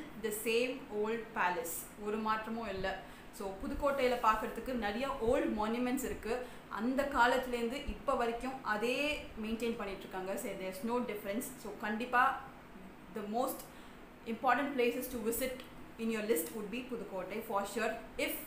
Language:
Tamil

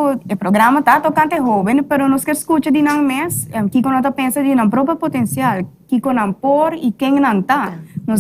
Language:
Papiamento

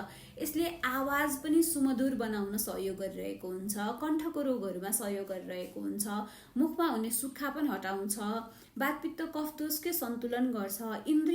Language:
Nepali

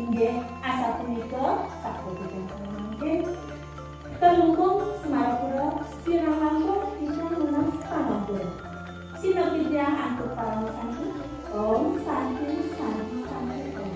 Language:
Balinese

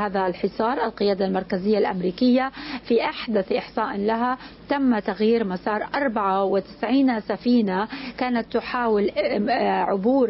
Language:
Arabic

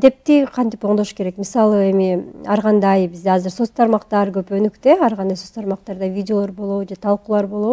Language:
Kyrgyz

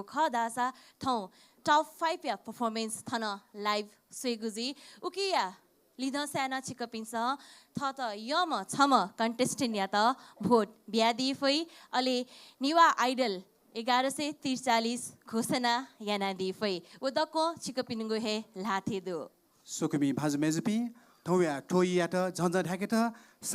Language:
Newari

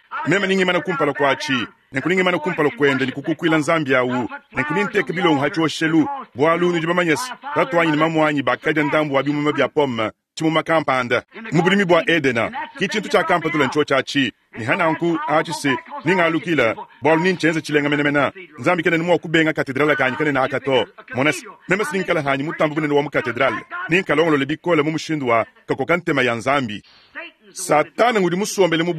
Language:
Luba-Lulua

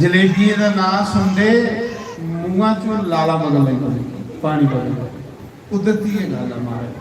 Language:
Dogri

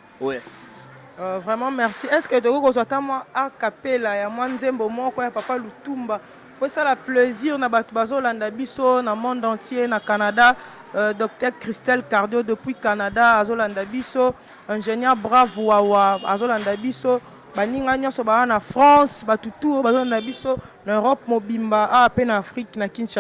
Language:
Lingala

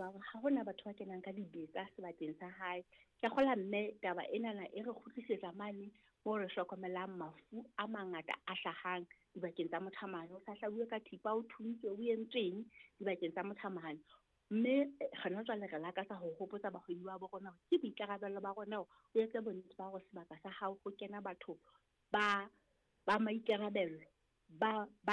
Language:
Southern Sotho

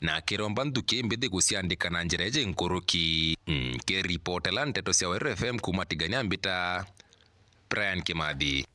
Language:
Meru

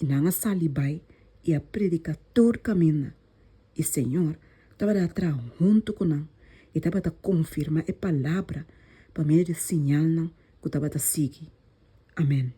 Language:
Papiamento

